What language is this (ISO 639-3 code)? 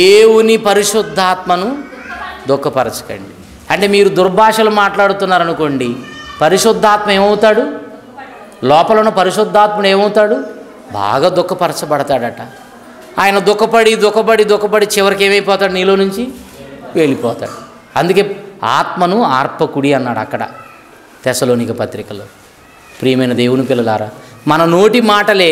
tel